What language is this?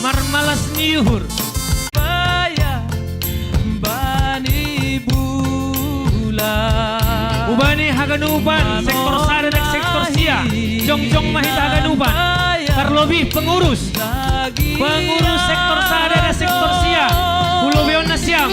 Batak Simalungun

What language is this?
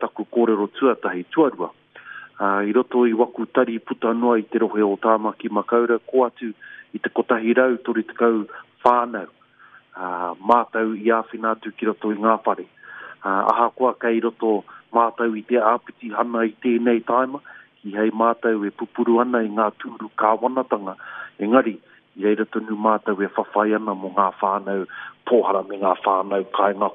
Māori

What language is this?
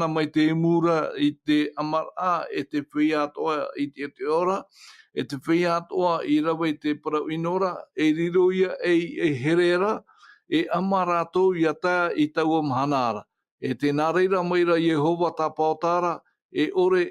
Tahitian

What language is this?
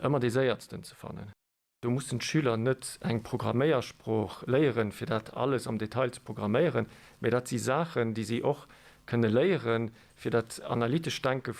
Luxembourgish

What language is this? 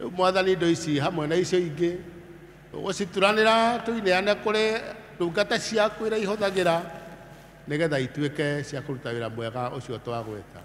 Kikuyu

